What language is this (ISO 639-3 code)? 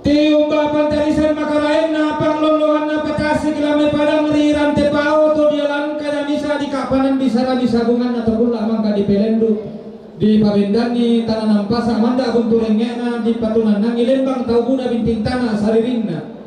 sda